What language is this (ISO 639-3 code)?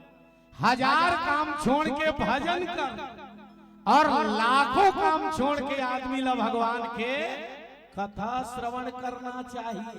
hne